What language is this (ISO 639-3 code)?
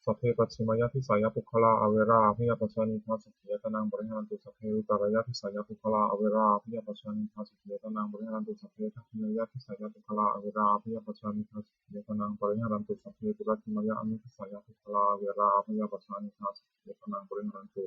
pli